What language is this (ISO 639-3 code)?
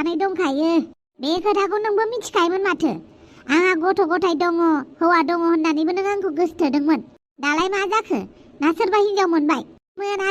brx